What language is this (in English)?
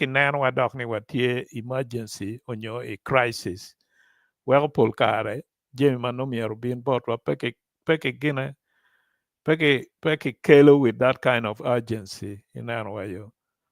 Acoli